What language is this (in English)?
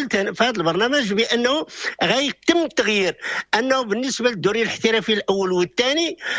Moroccan Arabic